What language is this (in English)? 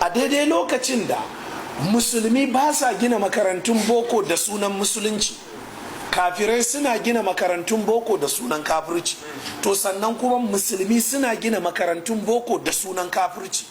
Hausa